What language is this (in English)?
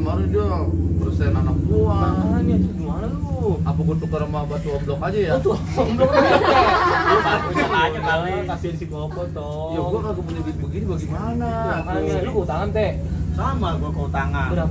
Betawi